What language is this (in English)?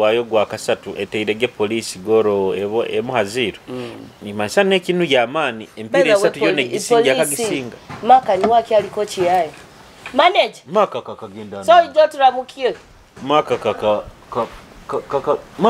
Nyoro